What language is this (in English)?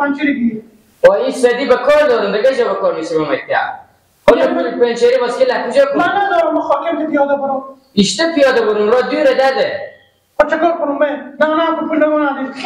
Persian